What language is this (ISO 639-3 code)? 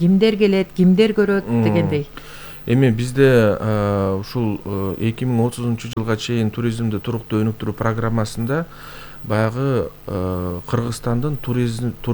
kir